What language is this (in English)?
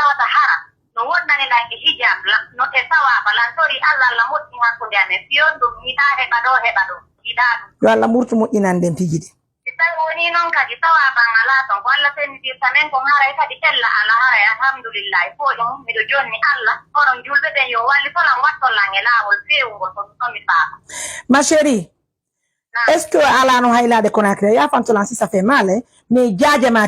Fula